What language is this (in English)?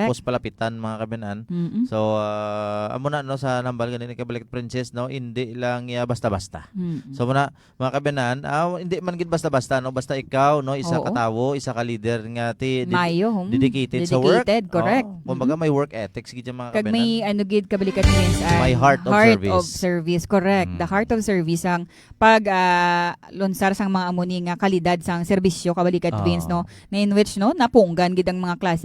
Hiligaynon